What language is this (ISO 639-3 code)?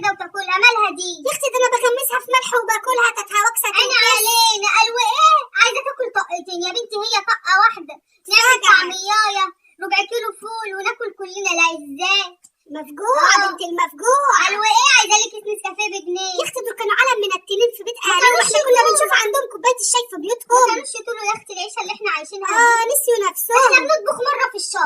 arz